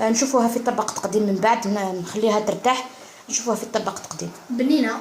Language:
Algerian Arabic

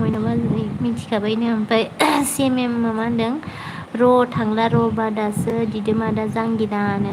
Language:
Bodo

